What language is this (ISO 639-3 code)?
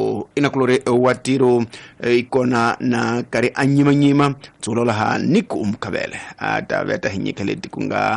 tso